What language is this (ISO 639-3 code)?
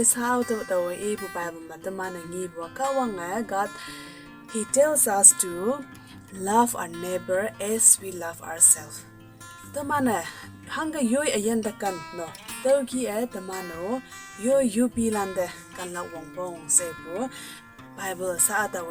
nbe